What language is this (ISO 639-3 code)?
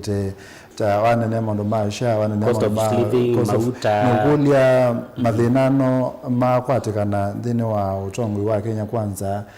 kam